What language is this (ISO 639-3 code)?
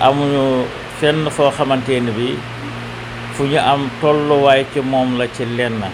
wol